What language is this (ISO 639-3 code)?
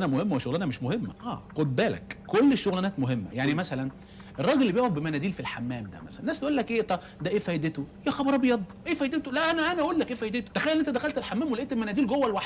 arz